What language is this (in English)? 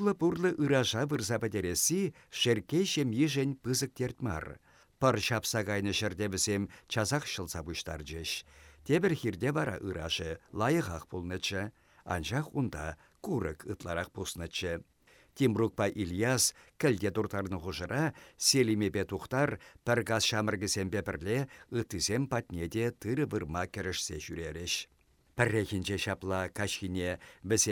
Chuvash